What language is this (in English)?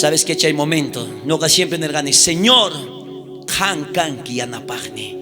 South Bolivian Quechua